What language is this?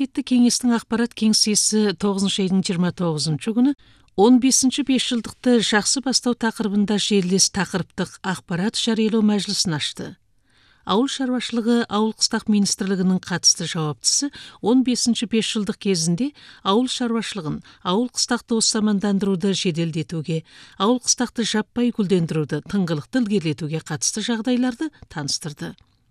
Kazakh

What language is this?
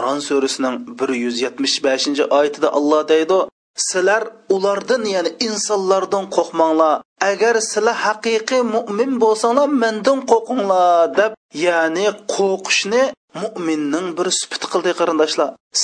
Uyghur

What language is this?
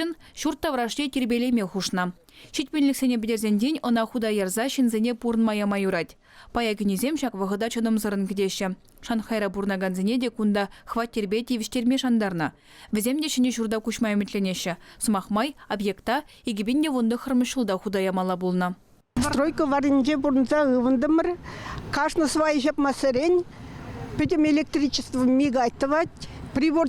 Chuvash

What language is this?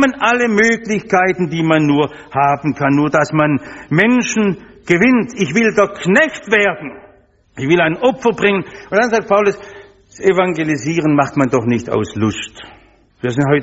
German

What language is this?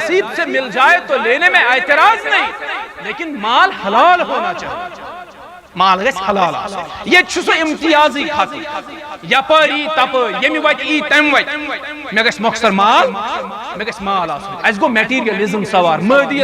Kashmiri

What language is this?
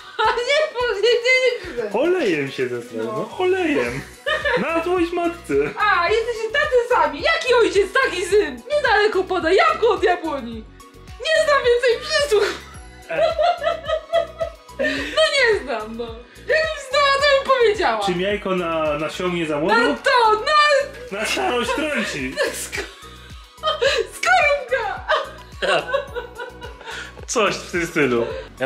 Polish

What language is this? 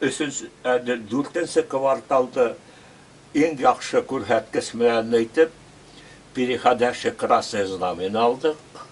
Bashkir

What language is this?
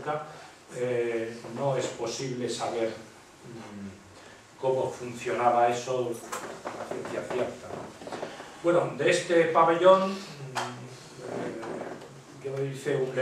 Spanish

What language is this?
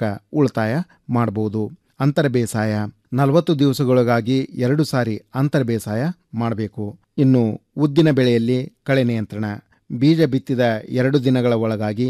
Kannada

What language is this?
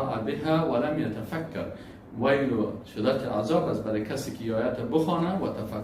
Persian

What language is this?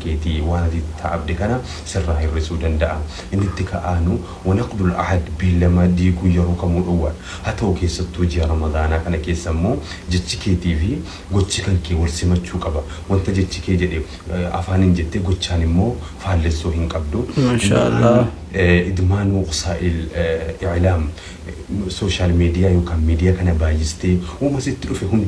Oromo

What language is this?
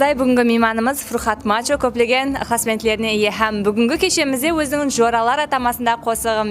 Kara-Kalpak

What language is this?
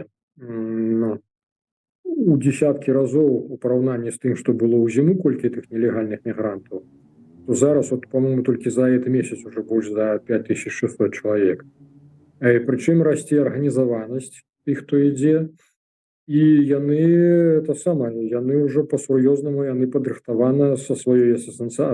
Belarusian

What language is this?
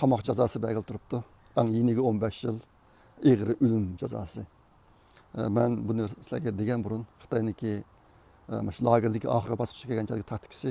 Uyghur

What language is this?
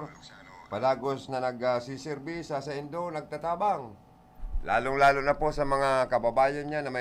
Bikol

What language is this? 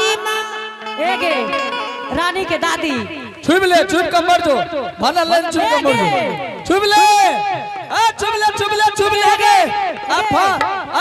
Angika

